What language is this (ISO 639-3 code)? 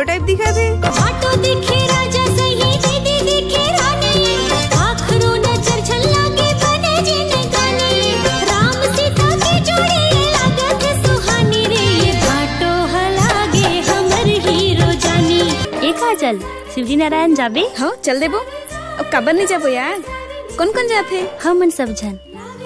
hne